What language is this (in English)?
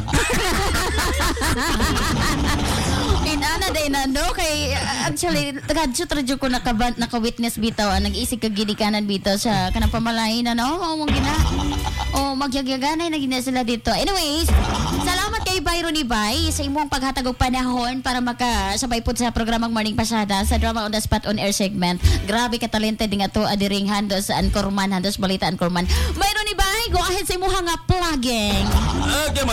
Cebuano